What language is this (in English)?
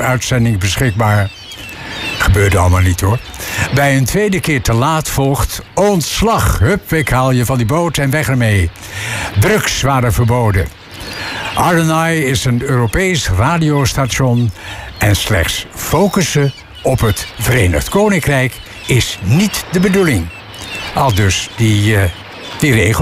Dutch